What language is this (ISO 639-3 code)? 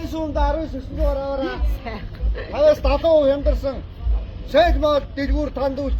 mon